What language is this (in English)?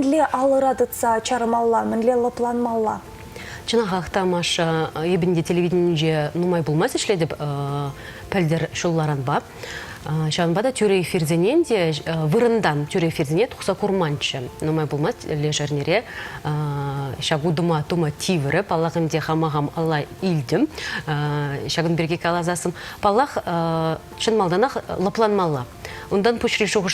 Chuvash